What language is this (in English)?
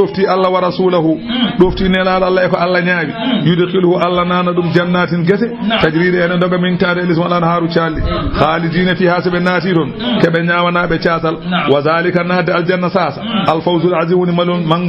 Fula